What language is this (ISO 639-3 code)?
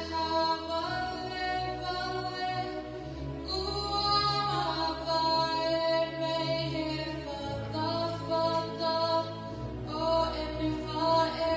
ton